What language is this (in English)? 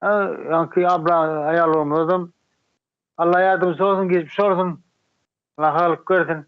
Turkmen